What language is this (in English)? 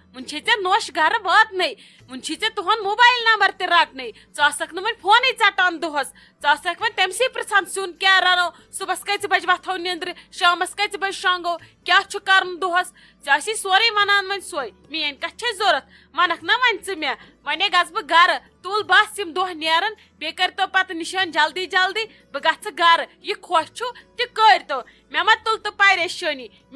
Kashmiri